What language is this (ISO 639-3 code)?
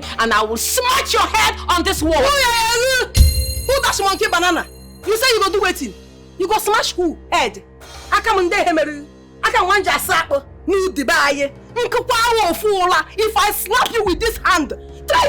pcm